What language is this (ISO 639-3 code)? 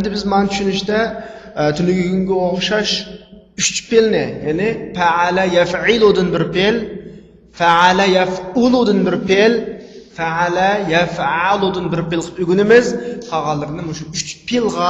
uig